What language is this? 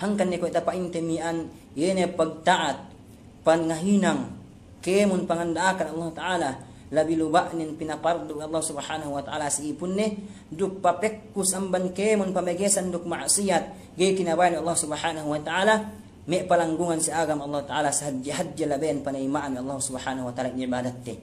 Yakan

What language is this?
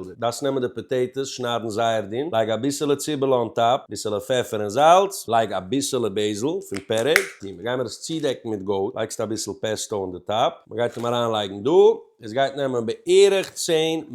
Yiddish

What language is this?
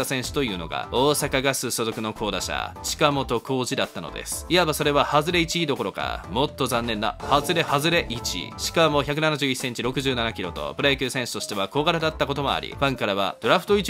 Japanese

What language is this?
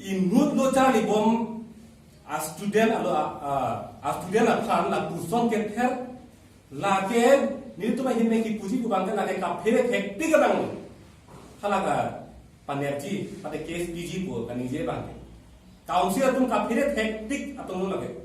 Karbi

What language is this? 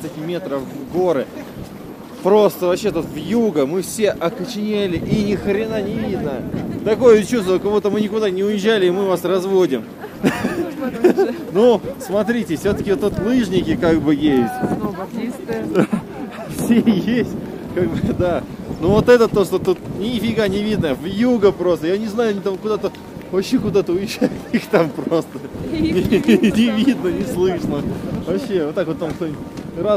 Russian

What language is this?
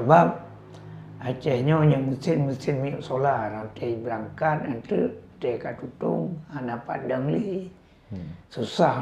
Achinese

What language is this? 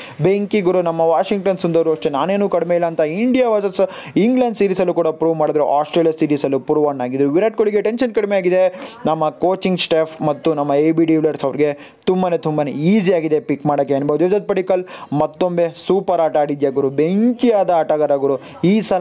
Kannada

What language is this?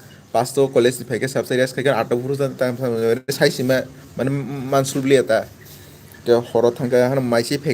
Kok Borok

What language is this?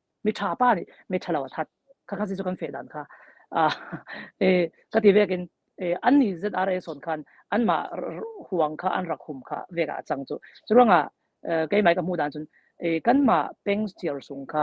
Falam Chin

